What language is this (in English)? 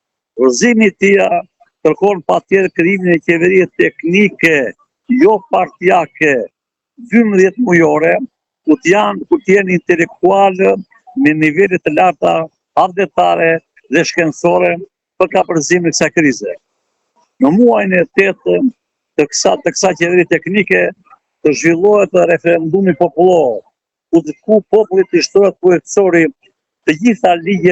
Albanian